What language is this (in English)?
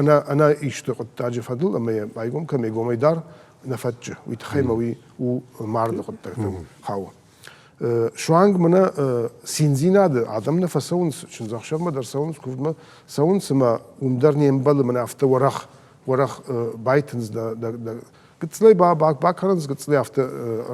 Ossetic